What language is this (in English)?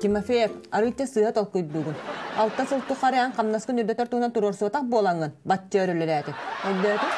Yakut